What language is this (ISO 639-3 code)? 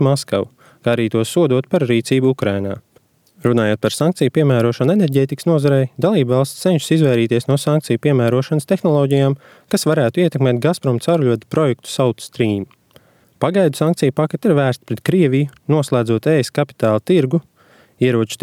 lav